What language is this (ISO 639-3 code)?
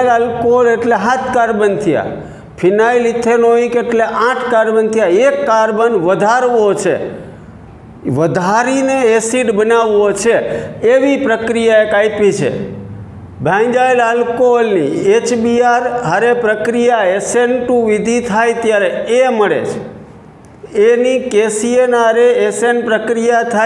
guj